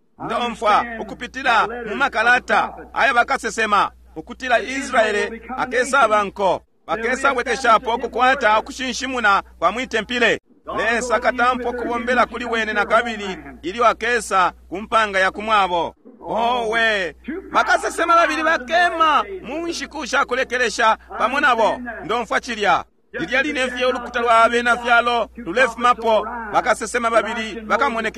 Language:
Bemba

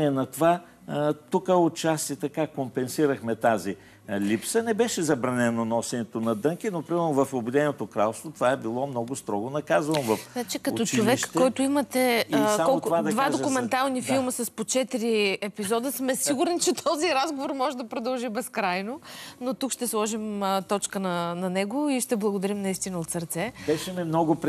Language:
Bulgarian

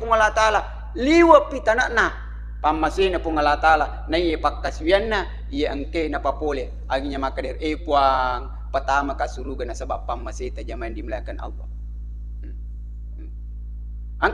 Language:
Buginese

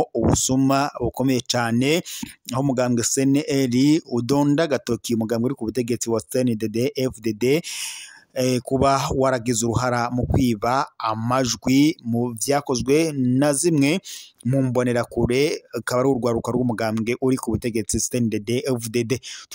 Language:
Rundi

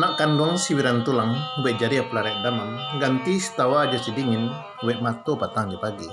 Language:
Minangkabau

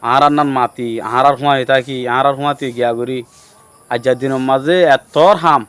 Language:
Rohingya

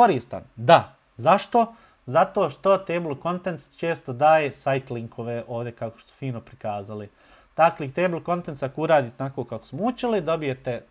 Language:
Bosnian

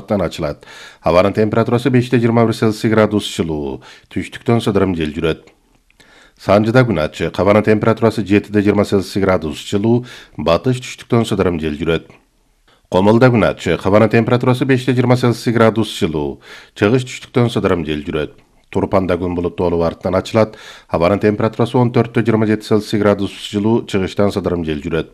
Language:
Kyrgyz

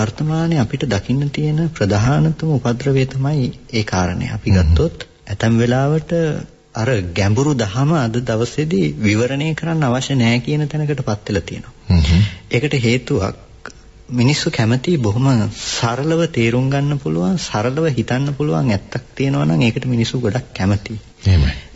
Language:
Sinhala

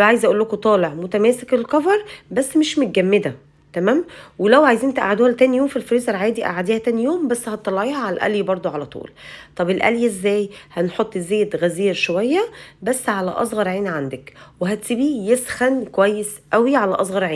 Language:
Egyptian Arabic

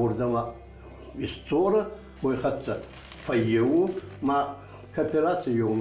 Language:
Ossetic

